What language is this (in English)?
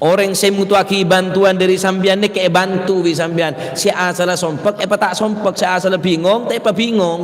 Madurese